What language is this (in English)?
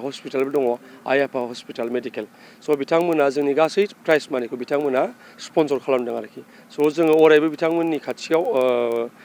Bodo